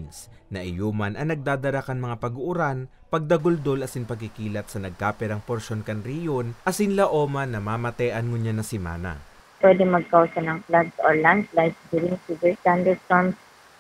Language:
Bikol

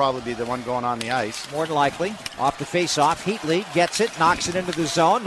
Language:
English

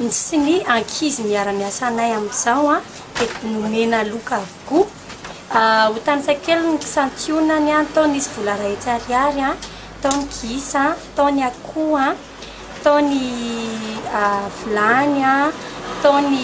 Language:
Malagasy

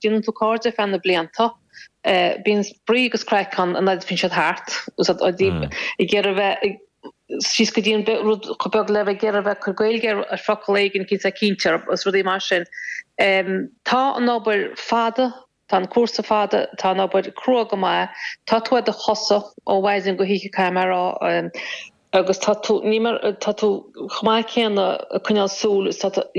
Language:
Irish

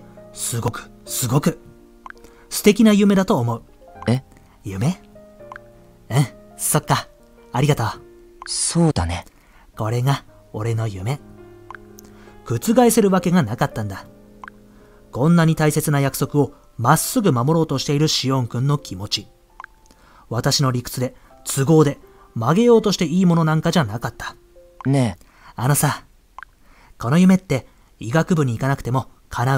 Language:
Japanese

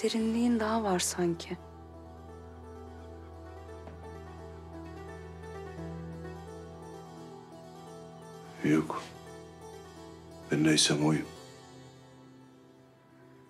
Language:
Turkish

